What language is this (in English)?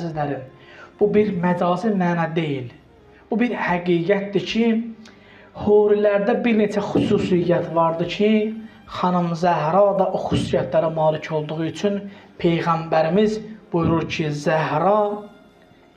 Azerbaijani